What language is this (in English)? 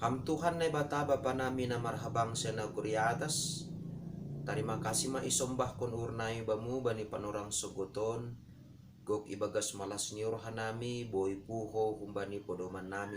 Batak Simalungun